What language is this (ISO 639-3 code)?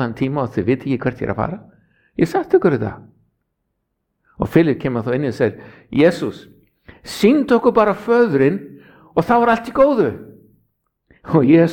isl